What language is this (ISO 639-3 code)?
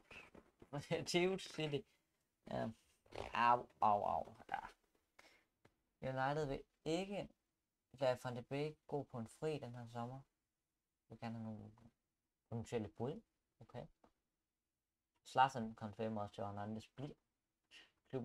dan